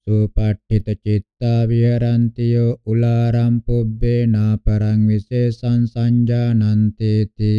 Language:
Pali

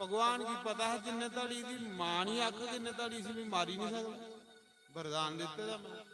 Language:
Dogri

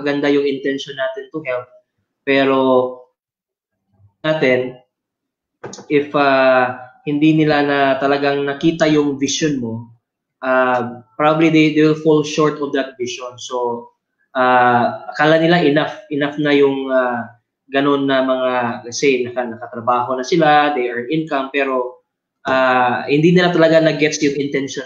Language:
Filipino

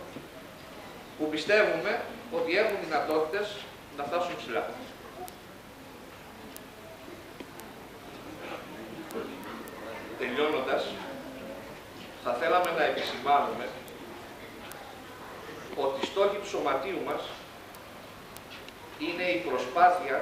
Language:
Greek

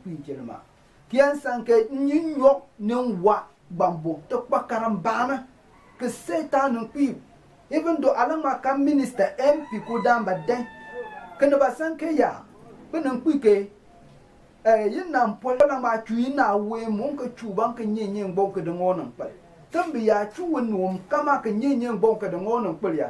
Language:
Konkomba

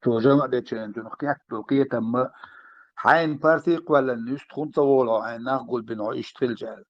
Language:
Chechen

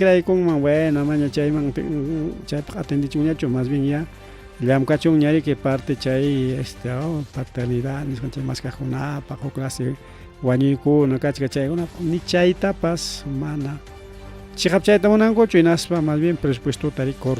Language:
Ayacucho Quechua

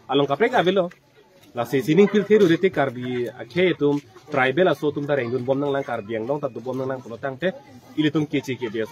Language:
Karbi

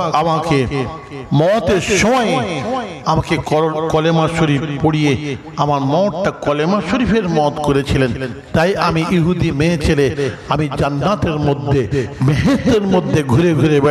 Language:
Bangla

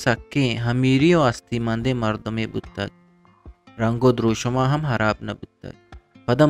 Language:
Eastern Balochi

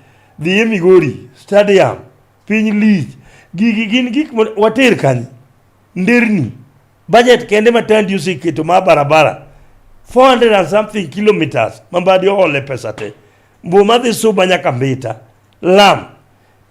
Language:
Luo (Kenya and Tanzania)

